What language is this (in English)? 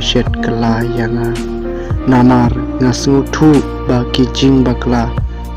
Khasi